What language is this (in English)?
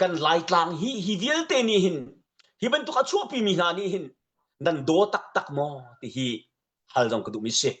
Hakha Chin